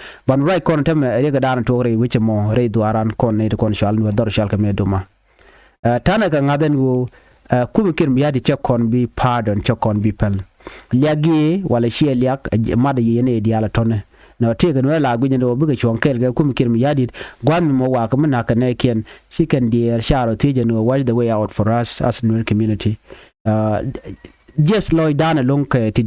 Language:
Nuer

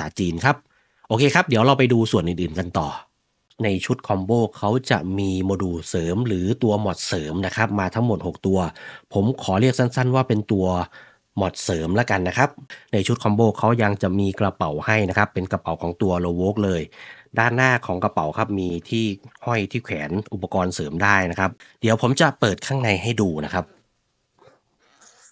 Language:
Thai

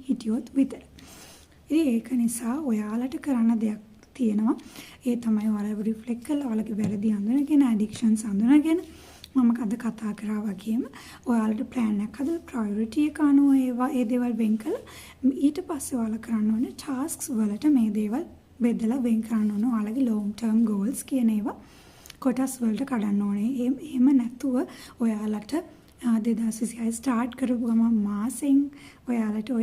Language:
Sinhala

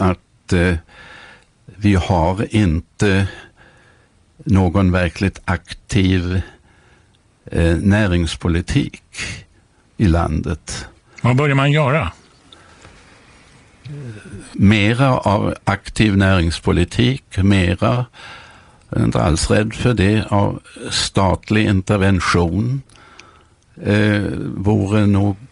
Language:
Swedish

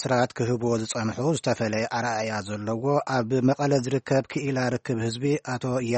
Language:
Tigrinya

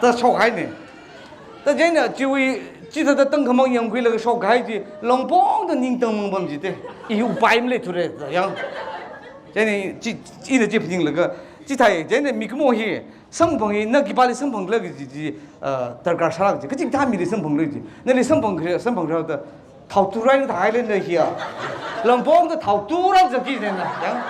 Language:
Tangkhul Naga (India)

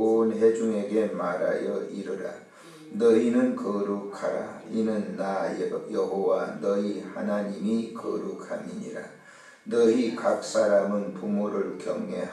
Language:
Korean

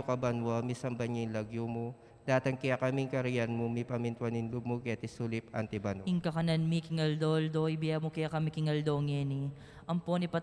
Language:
Pampanga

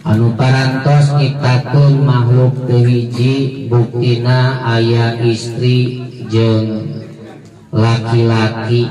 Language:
Sundanese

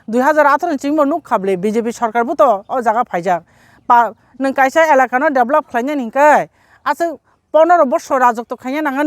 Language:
Kok Borok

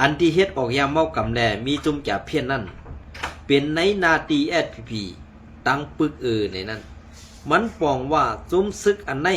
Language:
Shan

